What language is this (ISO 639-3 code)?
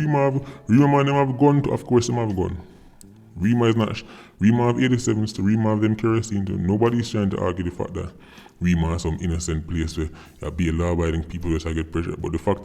jam